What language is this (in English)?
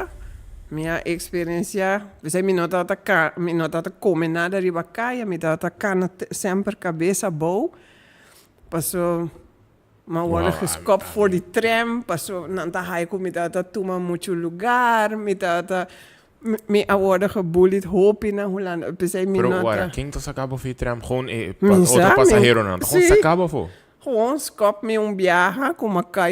Papiamento